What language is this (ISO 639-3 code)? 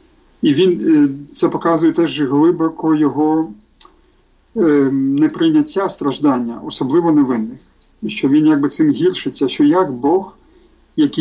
ukr